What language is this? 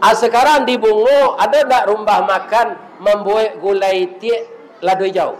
Minangkabau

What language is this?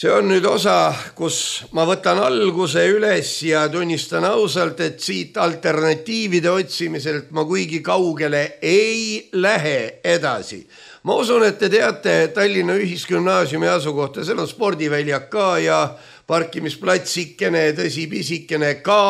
Estonian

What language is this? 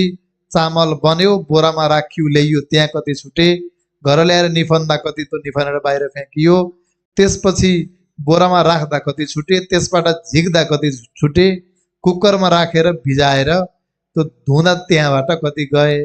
Nepali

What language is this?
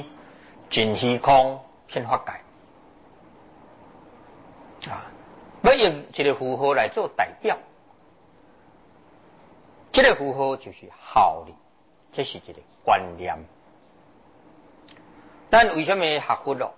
Chinese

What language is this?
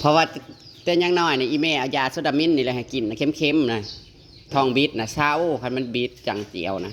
Northeastern Thai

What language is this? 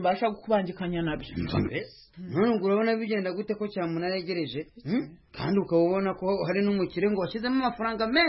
Kinyarwanda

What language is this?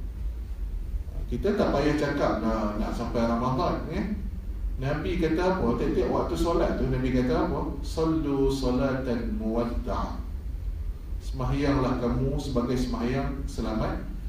Malay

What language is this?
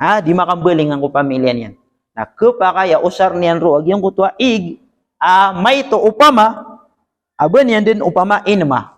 Maranao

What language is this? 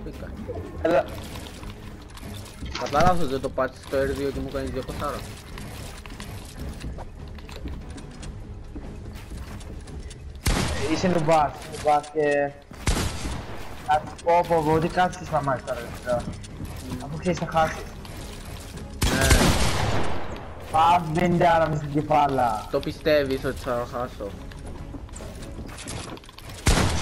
Greek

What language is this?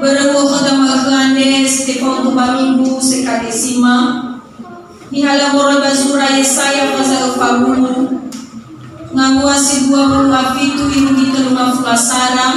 Nias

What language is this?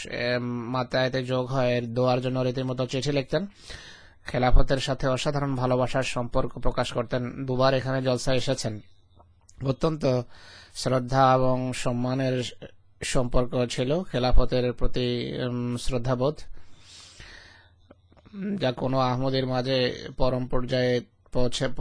Bangla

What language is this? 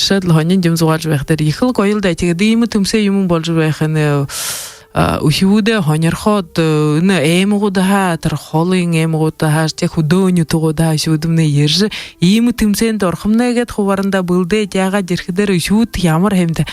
Buriat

